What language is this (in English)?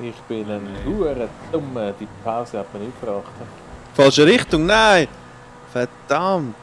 Swiss German